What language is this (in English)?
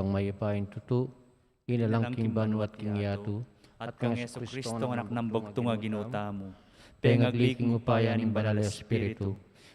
Pampanga